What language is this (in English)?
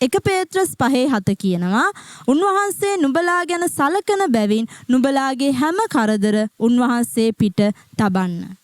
Sinhala